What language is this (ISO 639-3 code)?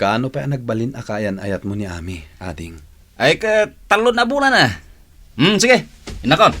ilo